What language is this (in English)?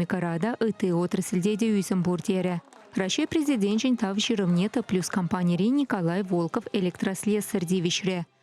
Chuvash